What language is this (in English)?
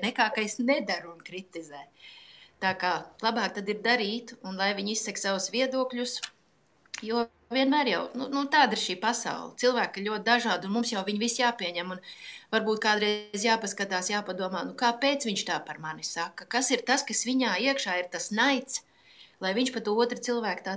Latvian